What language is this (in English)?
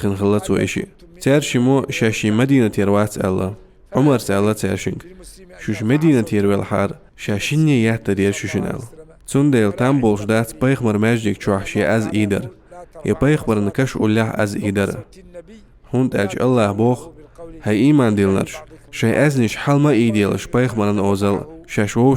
Chechen